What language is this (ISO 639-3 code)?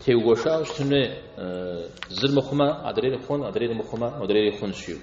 kbd